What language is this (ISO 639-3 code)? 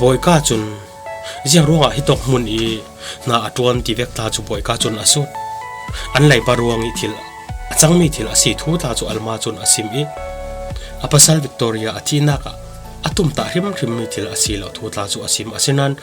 cfm